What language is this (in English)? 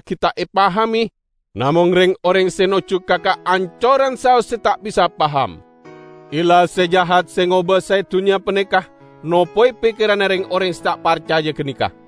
Madurese